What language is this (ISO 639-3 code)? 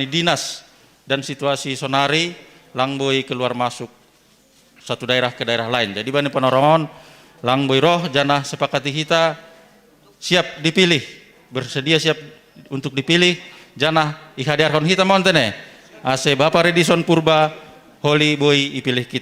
bts